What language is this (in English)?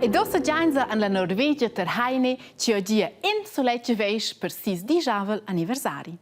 Romansh